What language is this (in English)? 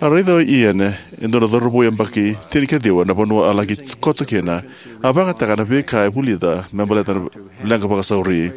Fijian